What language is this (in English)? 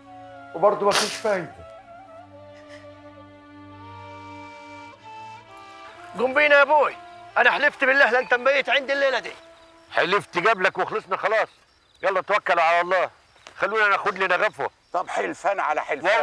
Egyptian Arabic